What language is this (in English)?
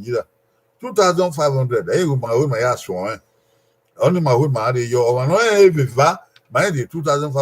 Bini